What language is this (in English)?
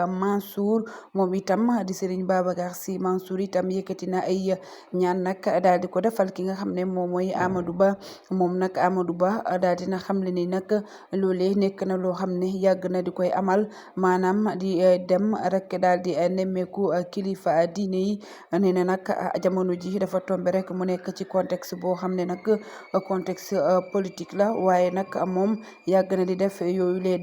Wolof